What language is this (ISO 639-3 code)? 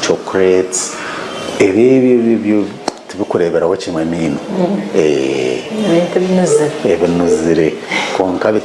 nyn